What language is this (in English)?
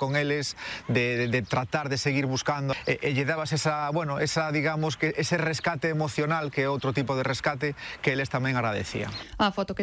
Galician